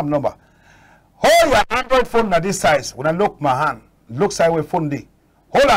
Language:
Cameroon Pidgin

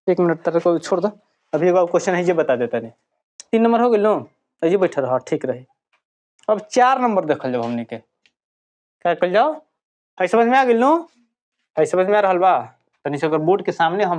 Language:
Bhojpuri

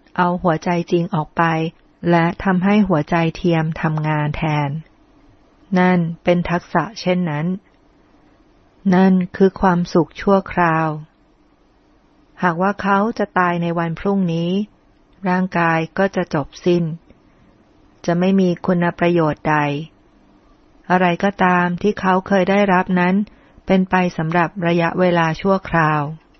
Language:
Thai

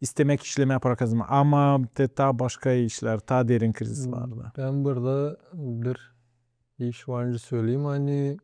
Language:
Gagauz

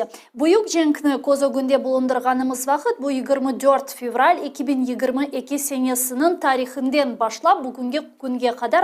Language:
Crimean Tatar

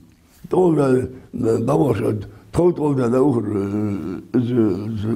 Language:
Ingush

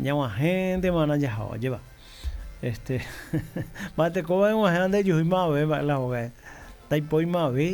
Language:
Guarani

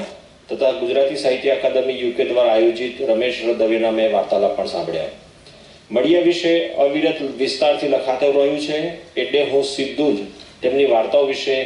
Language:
Gujarati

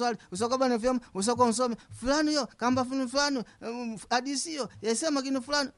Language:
Swahili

